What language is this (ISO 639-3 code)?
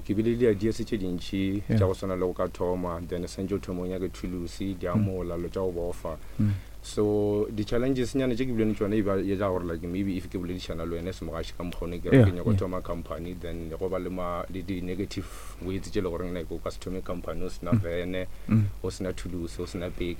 nso